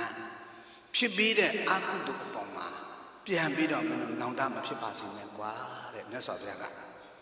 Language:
Burmese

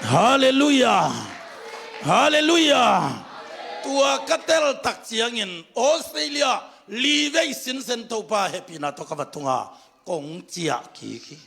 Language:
Tedim Chin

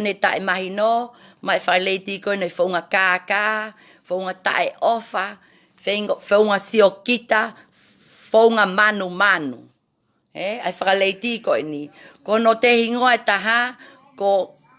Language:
Tongan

